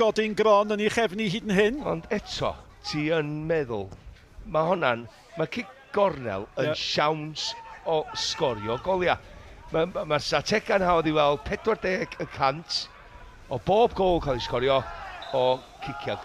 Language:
Welsh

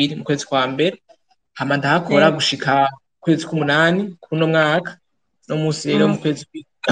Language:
Rundi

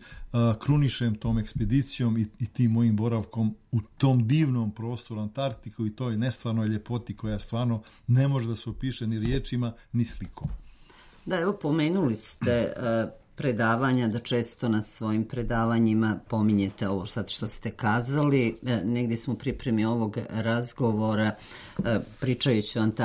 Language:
Serbian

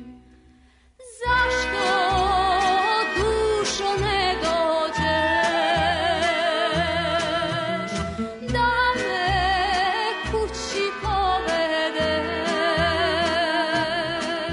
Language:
Serbian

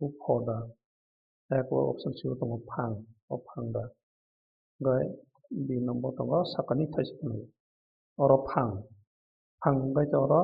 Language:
Kok Borok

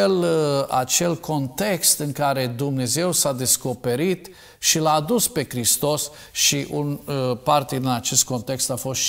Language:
Romanian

